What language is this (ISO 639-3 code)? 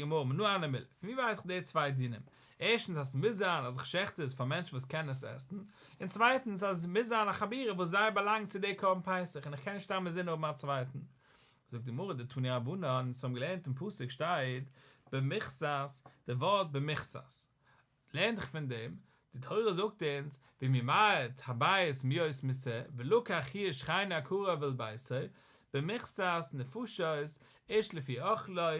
yid